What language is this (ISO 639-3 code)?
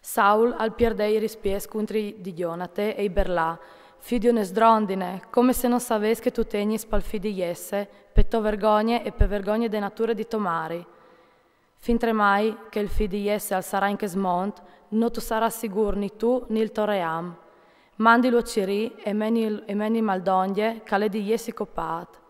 fur